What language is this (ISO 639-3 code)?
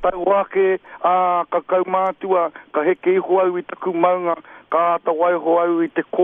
mri